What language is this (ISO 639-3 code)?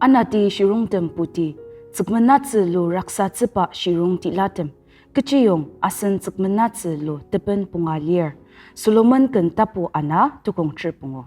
njo